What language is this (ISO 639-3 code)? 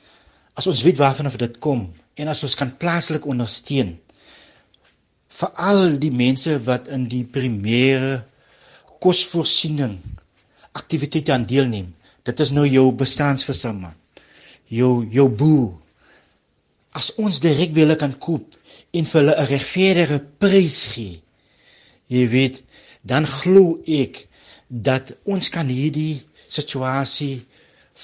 afr